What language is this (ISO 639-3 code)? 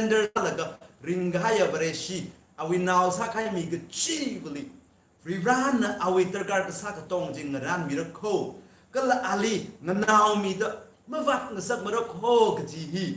nmf